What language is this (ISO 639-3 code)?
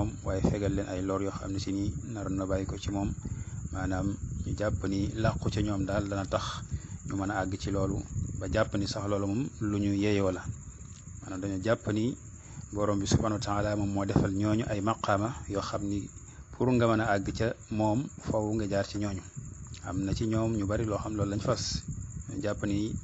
wol